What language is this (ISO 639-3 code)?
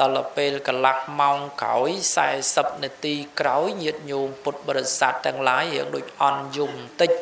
khm